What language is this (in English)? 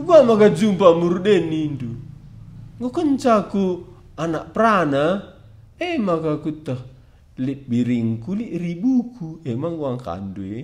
Batak Karo